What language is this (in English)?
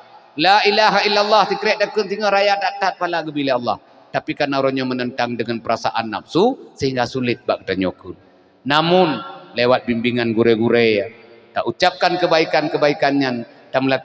Achinese